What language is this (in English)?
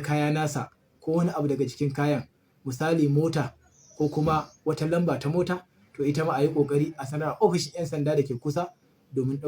Hausa